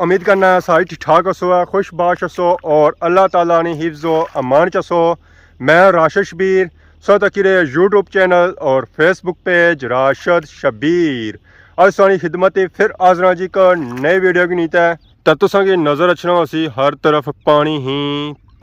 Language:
Pahari-Potwari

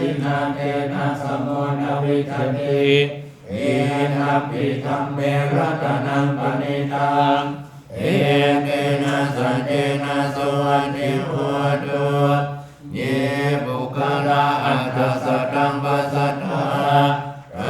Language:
Pali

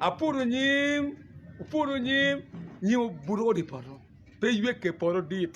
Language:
Acoli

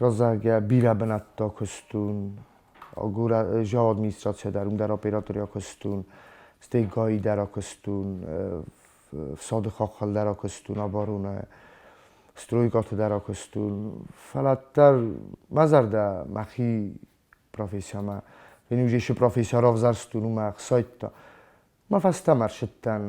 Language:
Ossetic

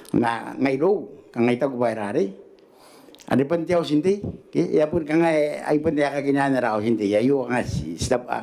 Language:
Gilbertese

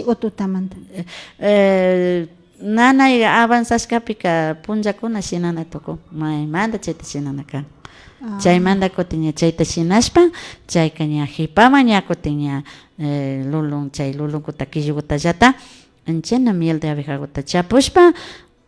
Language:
Imbabura Highland Quichua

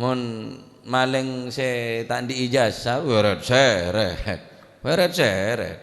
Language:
Madurese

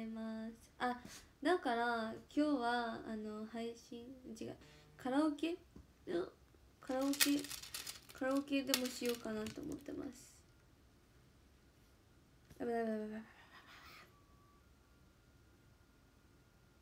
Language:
Japanese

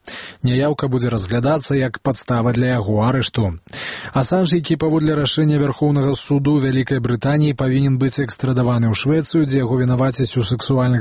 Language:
Belarusian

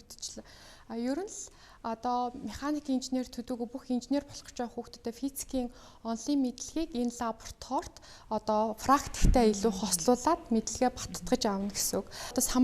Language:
Mongolian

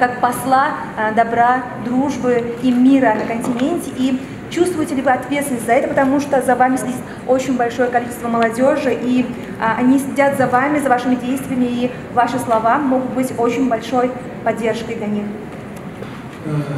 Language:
Russian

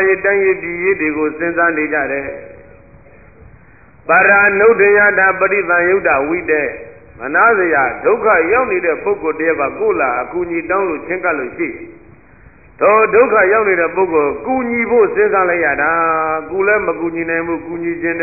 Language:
Burmese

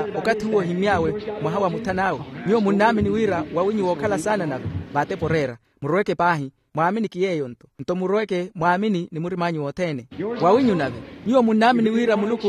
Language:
Makhuwa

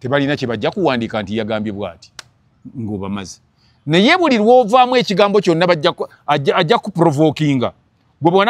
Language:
Ganda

